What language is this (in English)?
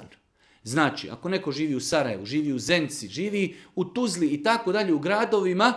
Bosnian